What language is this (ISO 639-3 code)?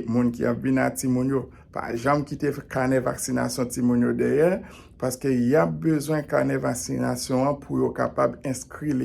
hat